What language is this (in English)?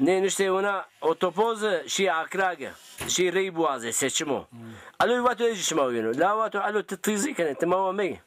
Zaza